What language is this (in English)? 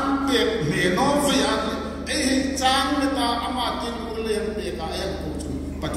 Hmar